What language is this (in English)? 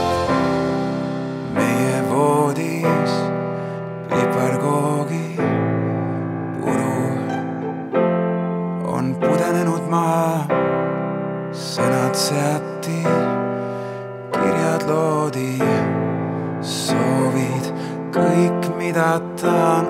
Estonian